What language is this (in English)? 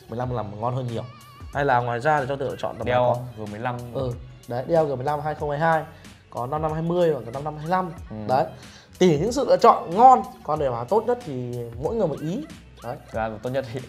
Vietnamese